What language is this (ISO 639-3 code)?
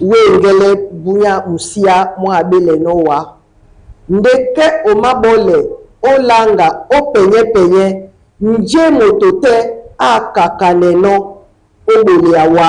dua